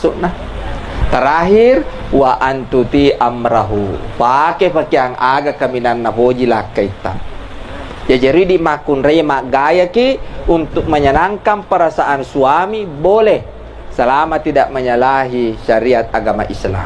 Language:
Buginese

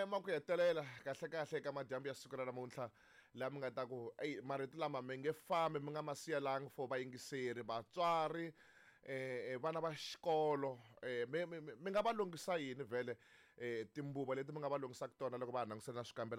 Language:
Tsonga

